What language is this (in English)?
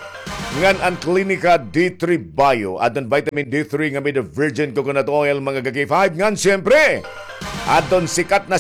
Waray